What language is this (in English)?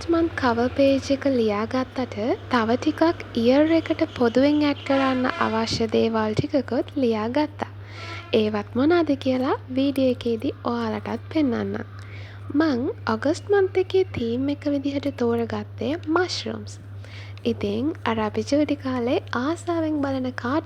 Sinhala